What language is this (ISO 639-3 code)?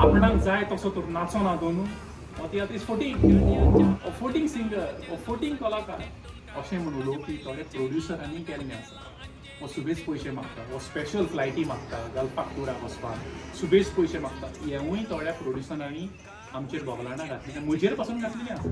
kok